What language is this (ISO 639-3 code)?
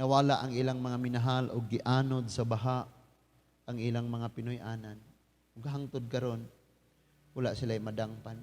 ceb